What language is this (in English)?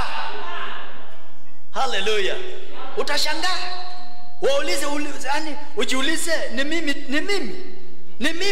Swahili